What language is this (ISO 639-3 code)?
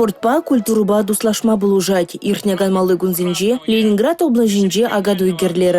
chv